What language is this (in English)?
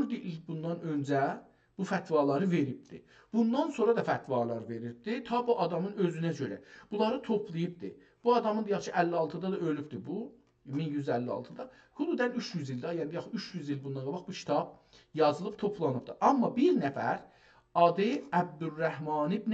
South Azerbaijani